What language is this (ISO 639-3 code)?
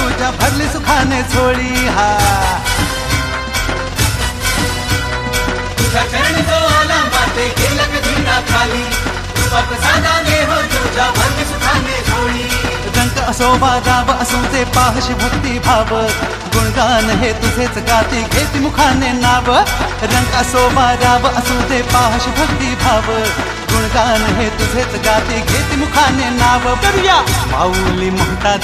mar